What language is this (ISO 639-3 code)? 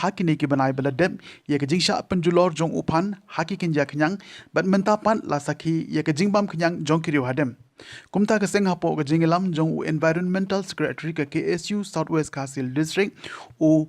kha